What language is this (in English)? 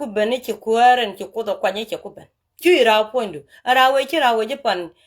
Nuer